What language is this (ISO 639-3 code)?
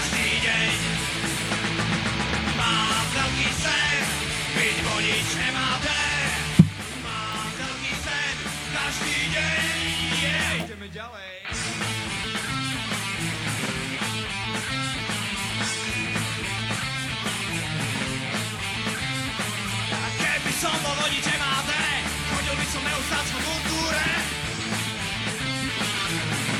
slk